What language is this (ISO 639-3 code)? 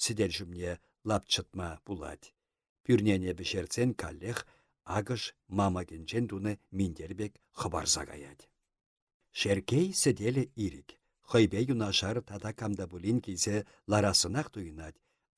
chv